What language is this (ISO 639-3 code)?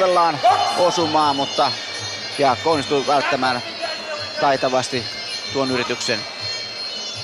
fin